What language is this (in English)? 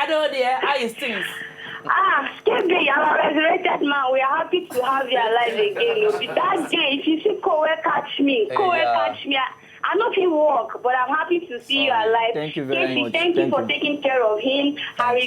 Nigerian Pidgin